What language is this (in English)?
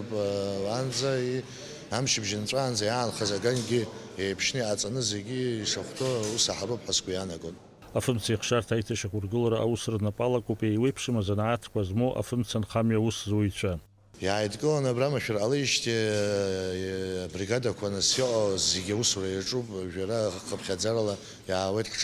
Abkhazian